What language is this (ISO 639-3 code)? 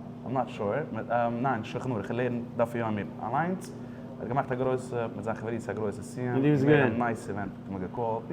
yid